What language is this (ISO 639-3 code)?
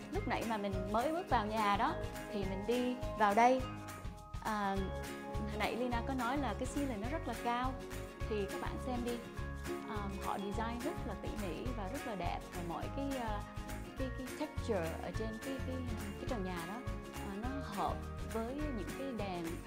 vie